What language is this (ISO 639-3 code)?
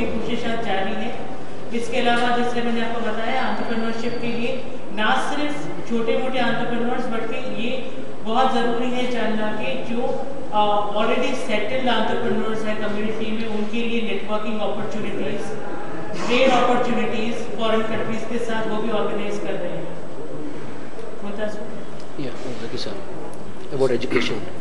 urd